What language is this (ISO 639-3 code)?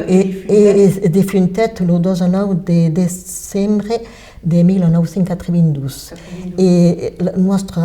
oci